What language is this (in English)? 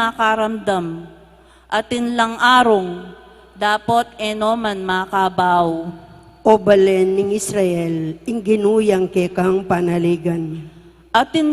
Pampanga